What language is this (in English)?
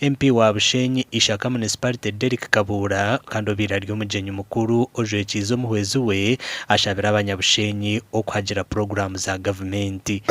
Nyankole